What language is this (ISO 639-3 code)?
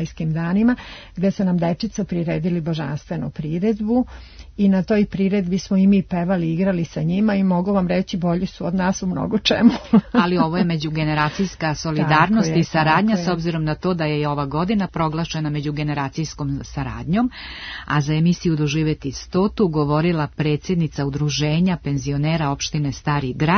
srp